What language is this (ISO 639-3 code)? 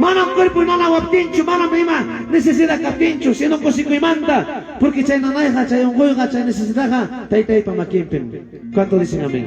quy